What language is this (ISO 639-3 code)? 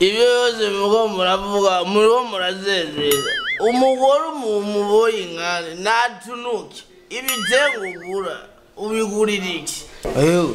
run